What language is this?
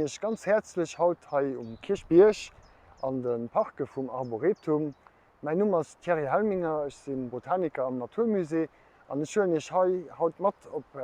Luxembourgish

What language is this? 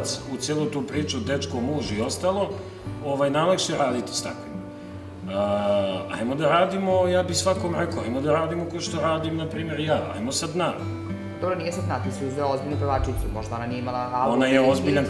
Serbian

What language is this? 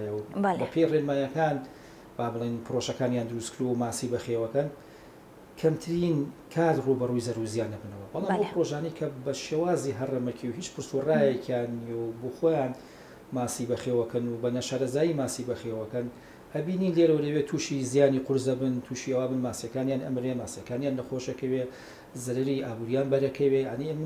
Central Kurdish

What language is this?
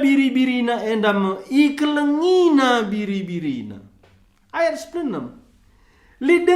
Batak Karo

